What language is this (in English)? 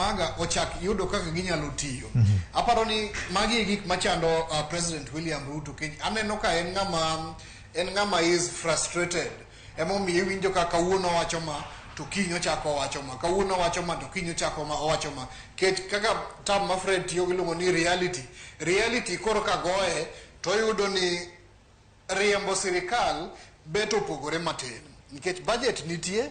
Luo (Kenya and Tanzania)